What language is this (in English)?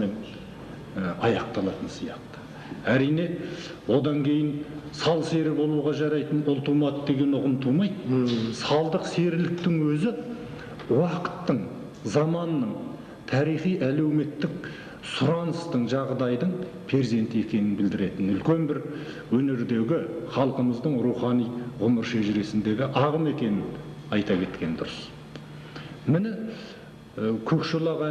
Kazakh